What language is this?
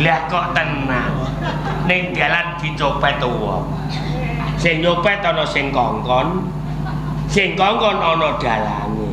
Javanese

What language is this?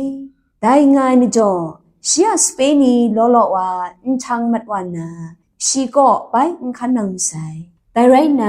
Kachin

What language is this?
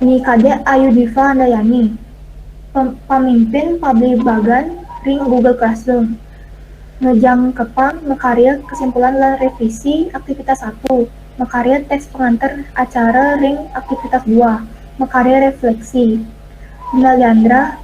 Balinese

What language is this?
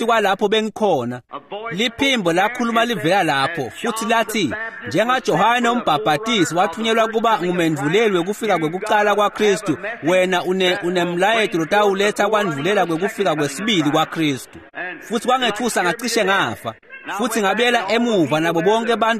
Swati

